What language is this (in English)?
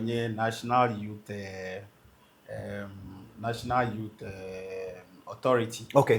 Ewe